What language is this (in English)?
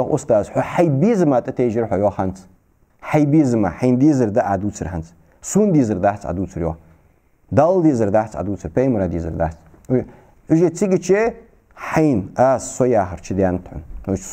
Ingush